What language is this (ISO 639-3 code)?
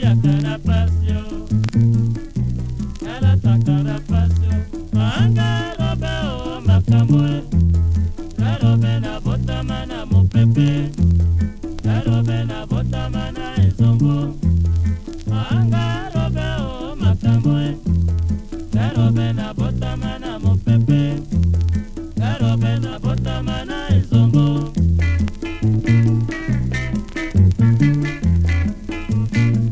lin